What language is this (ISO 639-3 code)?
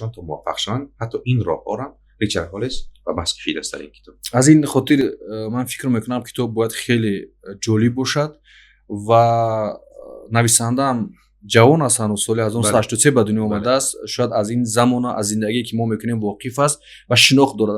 tgk